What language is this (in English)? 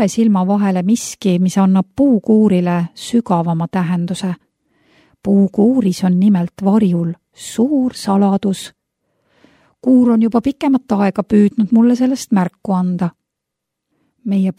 Estonian